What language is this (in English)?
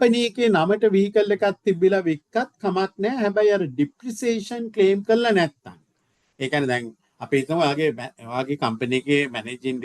Sinhala